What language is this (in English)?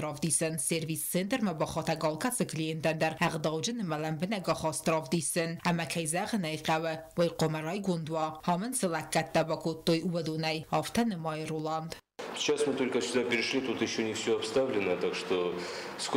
Ossetic